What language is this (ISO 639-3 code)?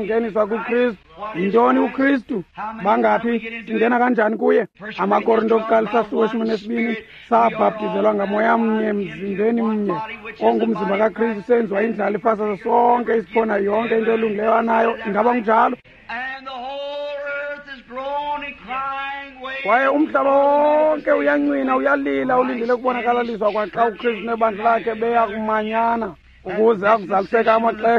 xho